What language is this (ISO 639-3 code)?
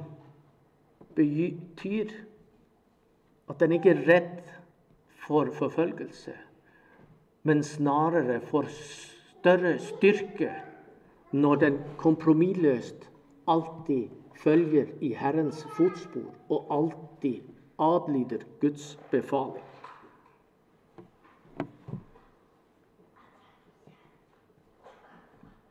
nor